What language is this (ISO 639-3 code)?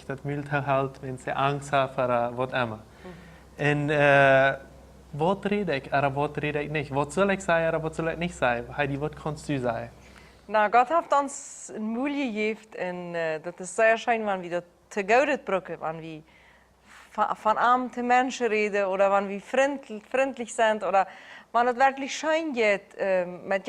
pdt